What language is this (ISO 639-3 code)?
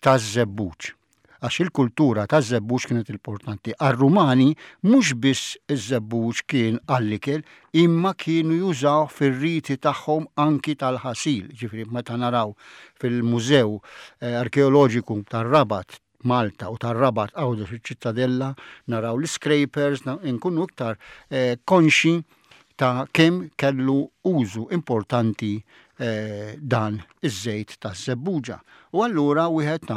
mlt